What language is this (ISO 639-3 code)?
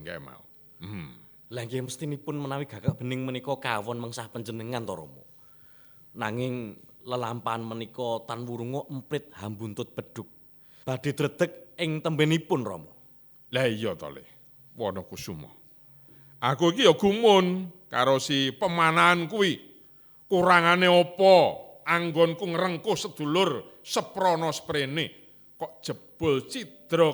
jav